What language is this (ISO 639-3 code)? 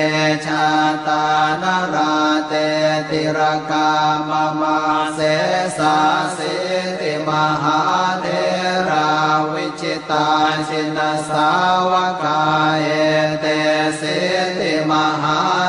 pli